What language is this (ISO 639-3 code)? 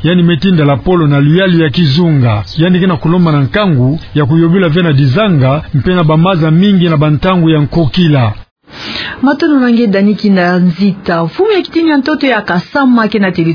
ktu